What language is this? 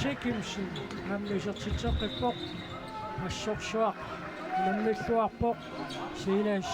Kalaallisut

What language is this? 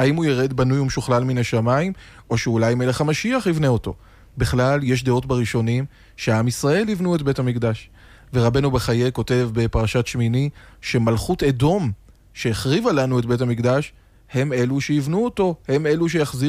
Hebrew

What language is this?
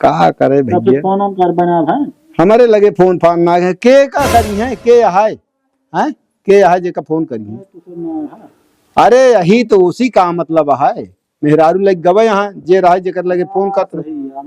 Awadhi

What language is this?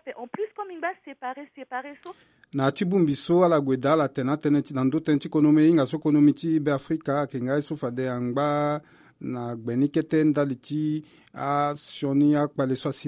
Sango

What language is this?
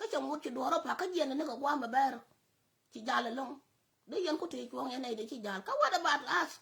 Nuer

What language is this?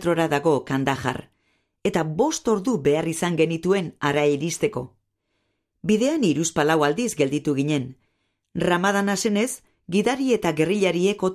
Basque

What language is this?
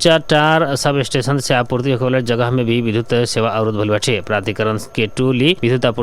Bhojpuri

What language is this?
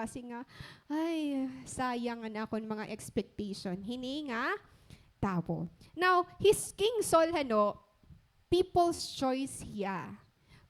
Waray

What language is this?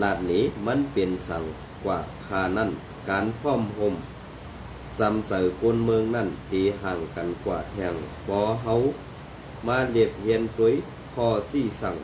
Shan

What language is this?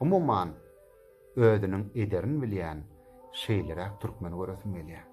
Turkmen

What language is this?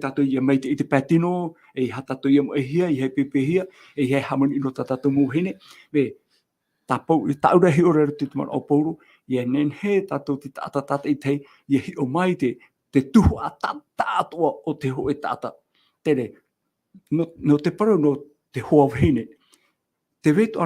Tahitian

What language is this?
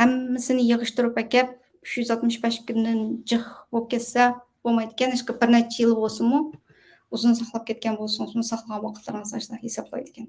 Uyghur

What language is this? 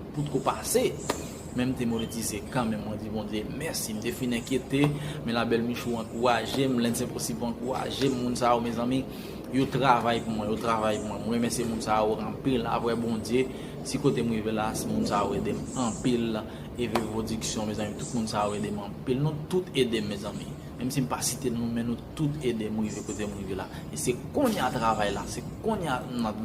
Haitian Creole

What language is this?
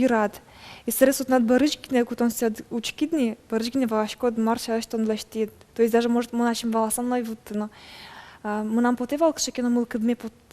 Udmurt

